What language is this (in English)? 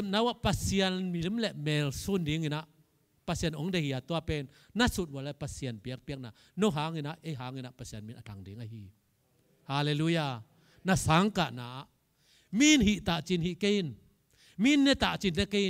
Tedim Chin